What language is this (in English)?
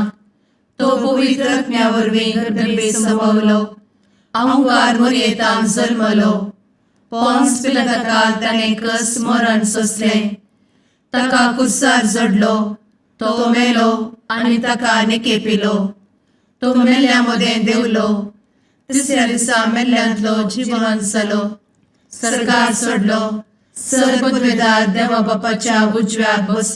Konkani